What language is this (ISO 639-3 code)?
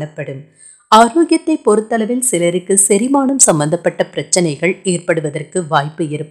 tam